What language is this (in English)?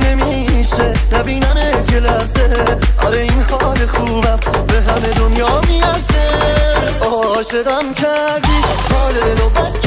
Persian